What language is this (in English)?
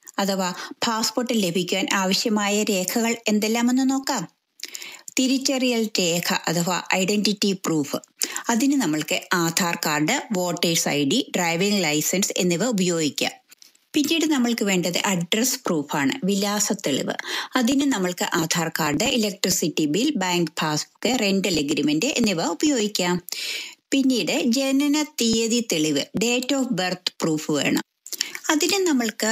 Malayalam